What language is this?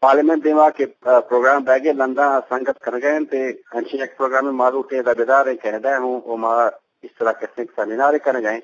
Eastern Balochi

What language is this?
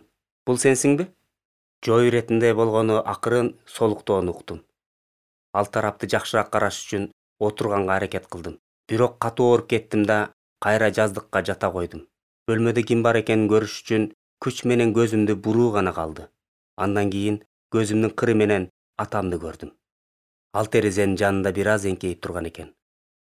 Kyrgyz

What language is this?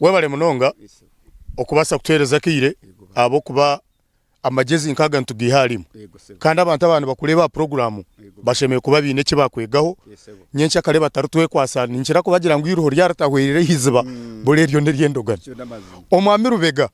Nyankole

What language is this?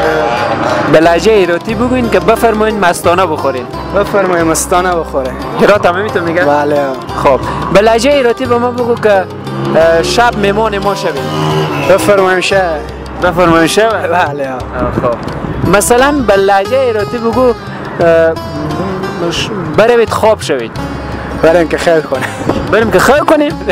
Persian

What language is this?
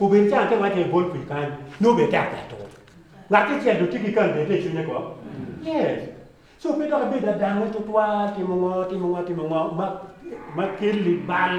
Acoli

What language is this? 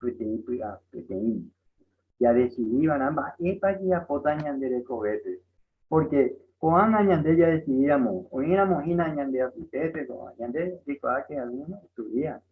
Guarani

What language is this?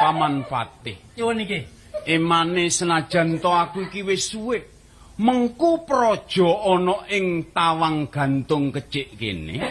Javanese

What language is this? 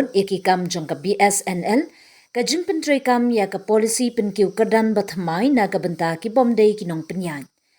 Khasi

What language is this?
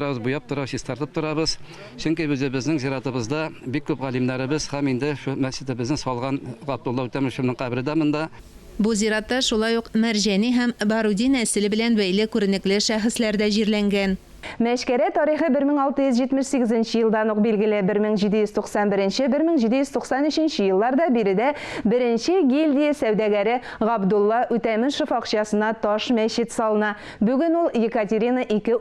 Tatar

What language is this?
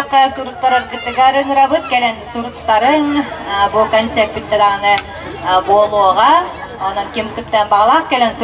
Yakut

